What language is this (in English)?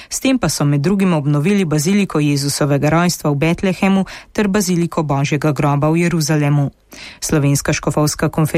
Slovenian